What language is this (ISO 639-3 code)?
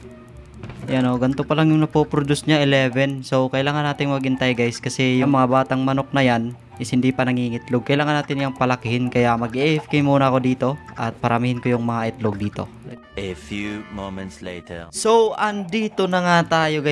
fil